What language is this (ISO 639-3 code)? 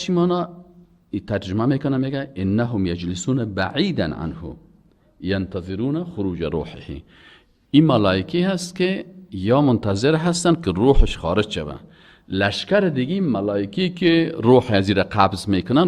fas